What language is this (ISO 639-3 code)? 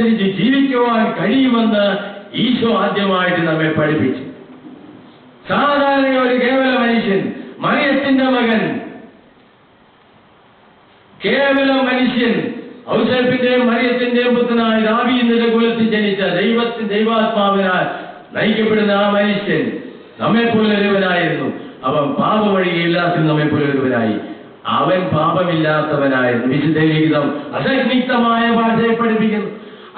mal